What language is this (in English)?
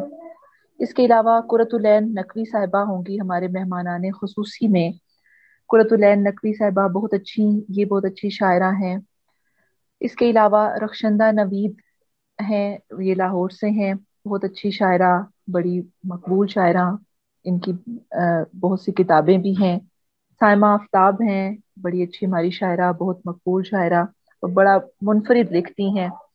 Urdu